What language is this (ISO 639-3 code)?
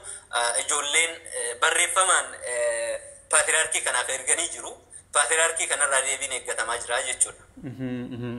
orm